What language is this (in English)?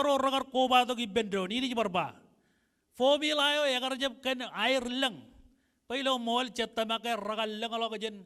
Marshallese